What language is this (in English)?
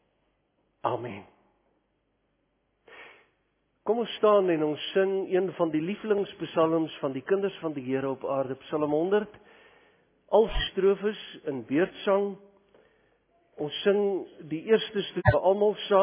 Afrikaans